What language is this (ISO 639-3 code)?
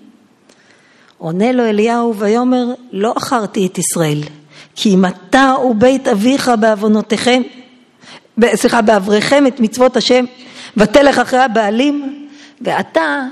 heb